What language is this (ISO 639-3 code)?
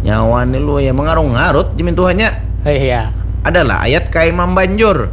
bjn